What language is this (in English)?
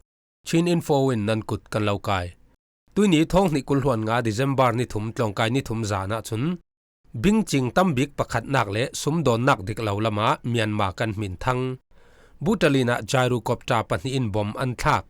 Falam Chin